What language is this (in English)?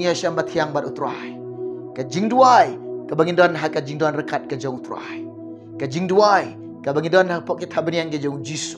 Khasi